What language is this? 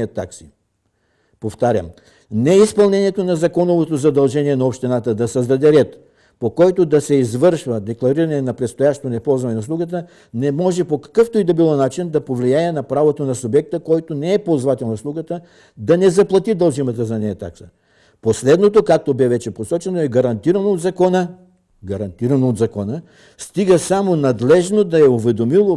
Bulgarian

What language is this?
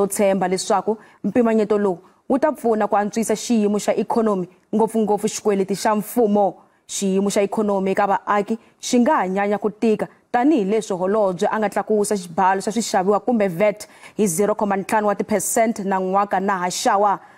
Tsonga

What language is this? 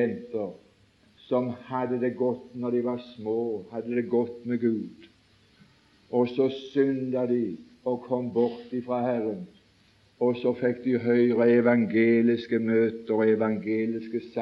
Norwegian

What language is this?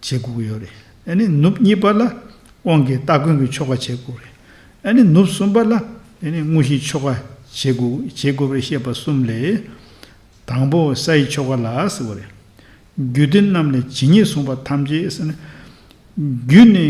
Tibetan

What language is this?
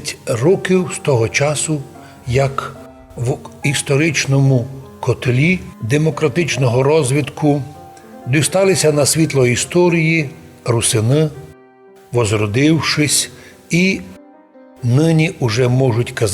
Rusyn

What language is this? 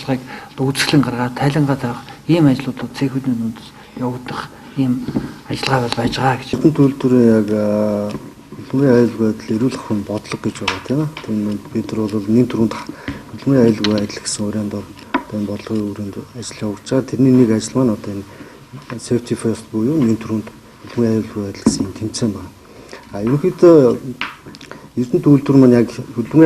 Mongolian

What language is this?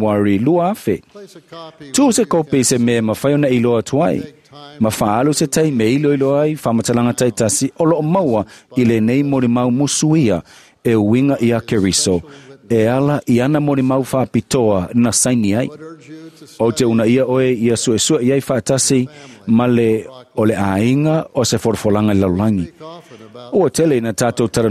Samoan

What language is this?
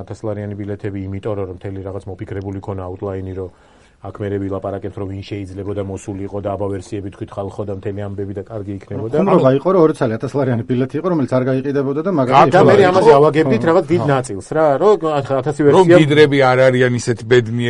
Georgian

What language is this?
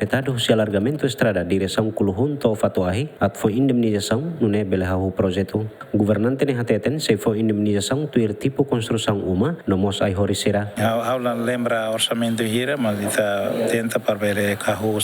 Tetum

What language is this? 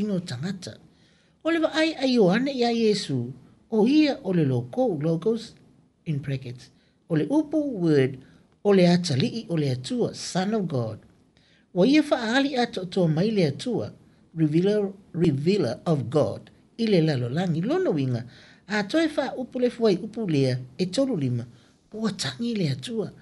Samoan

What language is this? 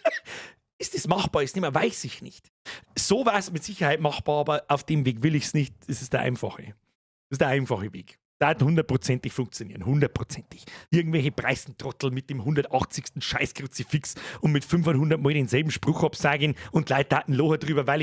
Bavarian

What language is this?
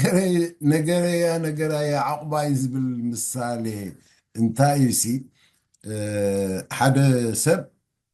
Tigrinya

